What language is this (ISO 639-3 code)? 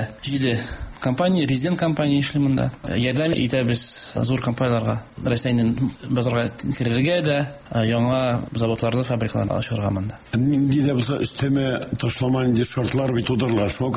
tat